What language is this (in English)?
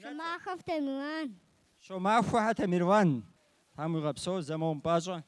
Kabardian